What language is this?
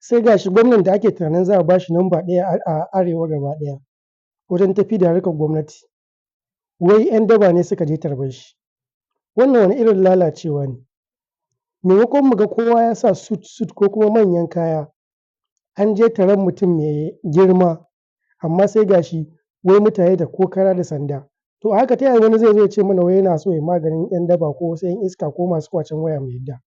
Hausa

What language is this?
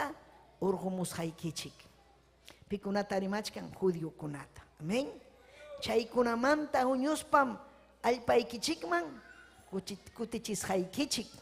Ayacucho Quechua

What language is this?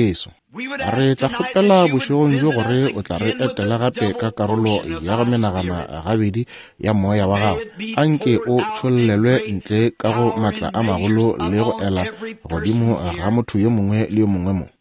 Northern Sotho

